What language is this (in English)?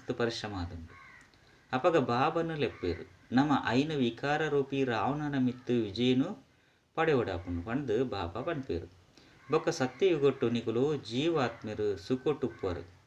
Tulu